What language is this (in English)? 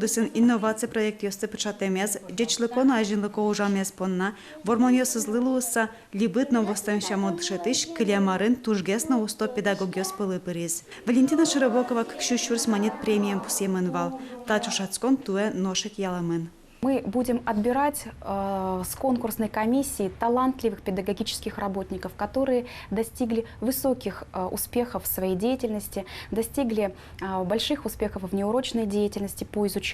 Udmurt